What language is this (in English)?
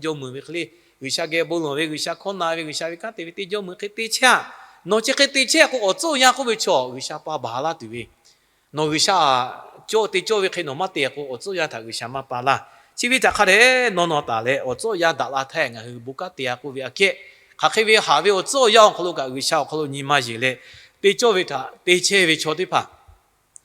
Lahu